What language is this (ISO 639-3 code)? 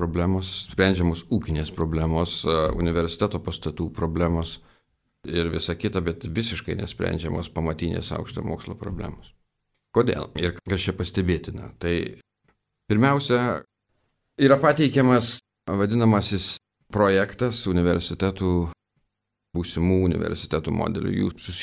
lit